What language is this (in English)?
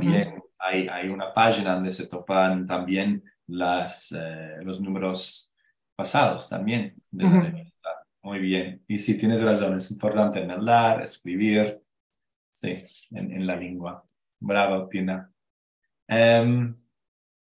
Ladino